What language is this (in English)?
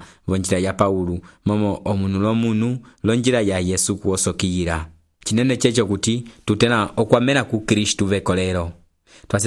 Umbundu